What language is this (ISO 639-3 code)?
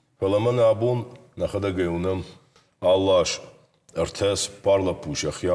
oss